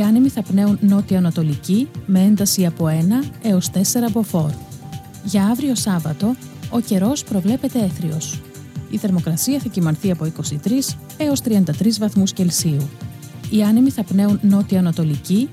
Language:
Greek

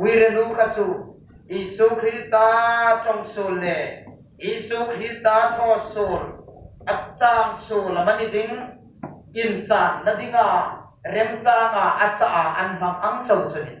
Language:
Hmar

